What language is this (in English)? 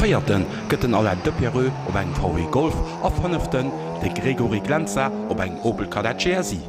Luxembourgish